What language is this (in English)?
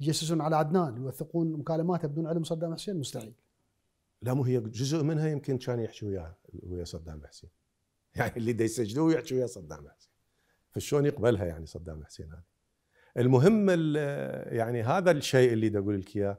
Mesopotamian Arabic